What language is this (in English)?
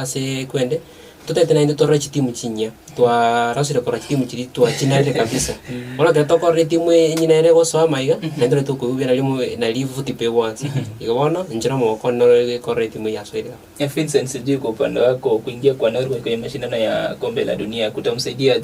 Gusii